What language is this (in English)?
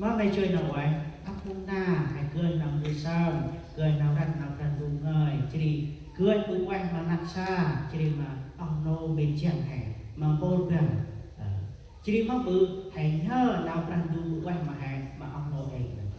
Central Mnong